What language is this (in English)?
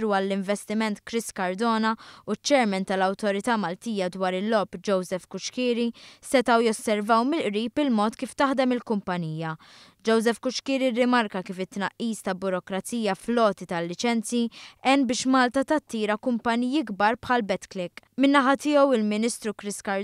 Maltese